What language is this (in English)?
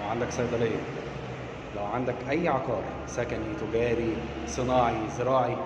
Egyptian Arabic